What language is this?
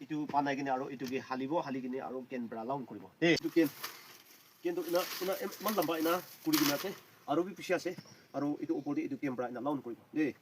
Naga Pidgin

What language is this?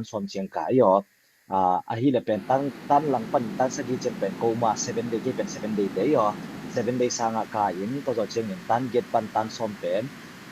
Tedim Chin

